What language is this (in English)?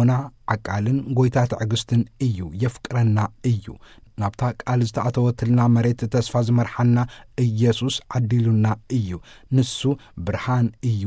Tigrinya